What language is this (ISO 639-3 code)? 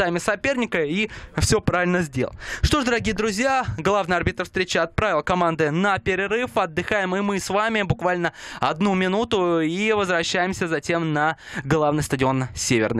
rus